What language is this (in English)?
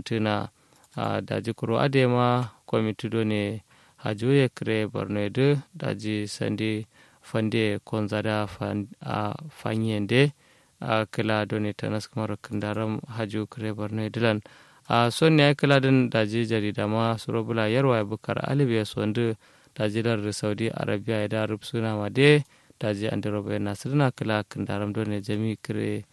Kanuri